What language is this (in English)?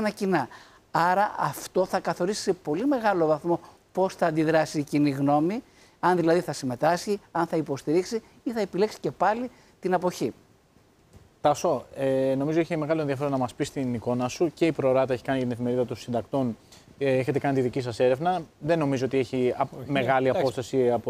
Greek